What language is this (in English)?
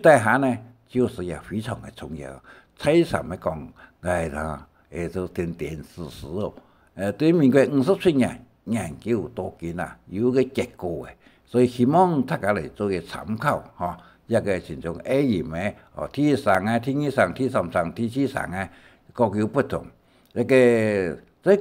Hakka Chinese